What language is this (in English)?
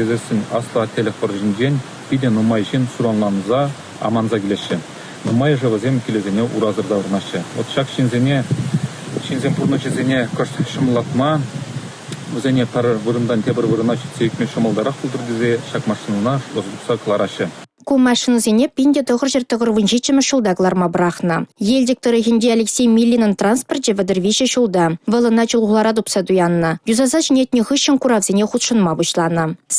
Chuvash